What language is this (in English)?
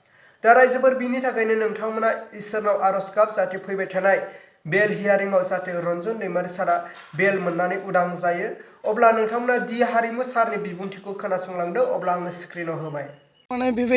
Bodo